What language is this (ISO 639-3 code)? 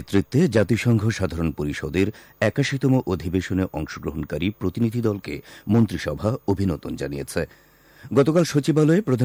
ben